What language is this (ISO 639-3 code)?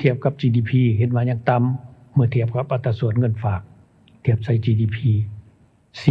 lao